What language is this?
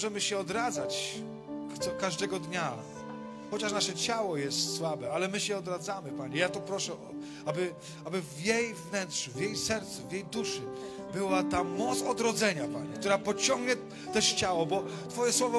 Polish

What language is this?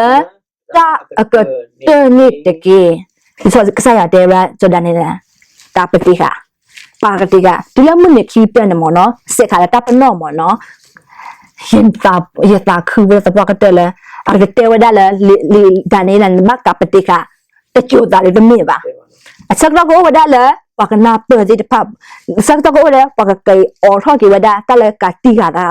S'gaw Karen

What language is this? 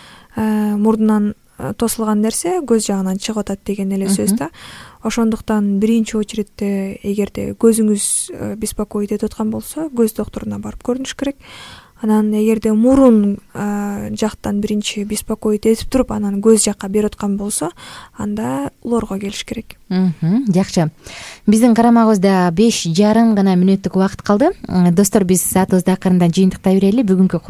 Kyrgyz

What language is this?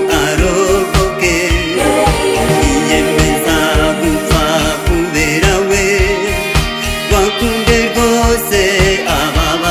Kinyarwanda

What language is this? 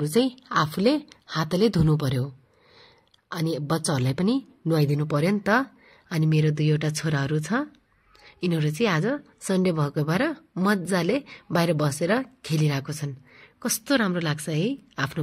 Nepali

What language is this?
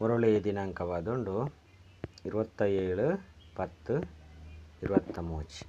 Tulu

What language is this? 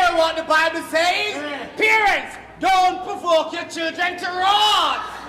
Jamaican Creole English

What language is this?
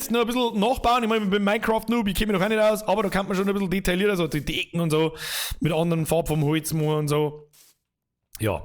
Bavarian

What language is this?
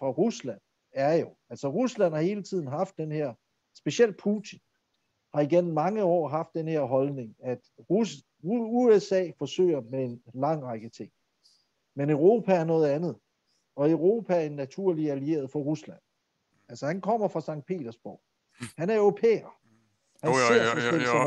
Danish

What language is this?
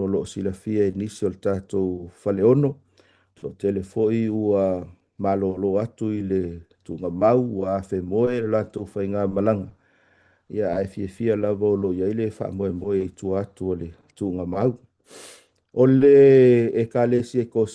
Samoan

